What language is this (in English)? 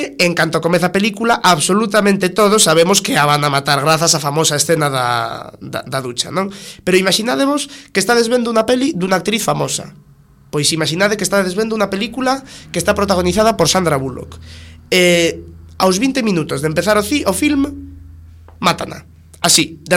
Galician